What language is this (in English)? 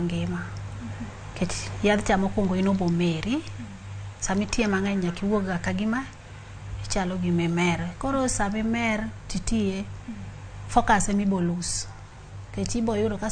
Luo (Kenya and Tanzania)